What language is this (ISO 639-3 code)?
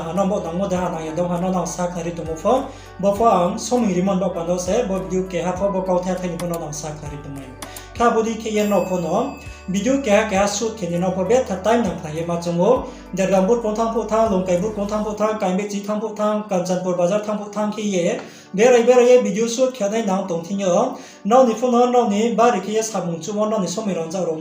ria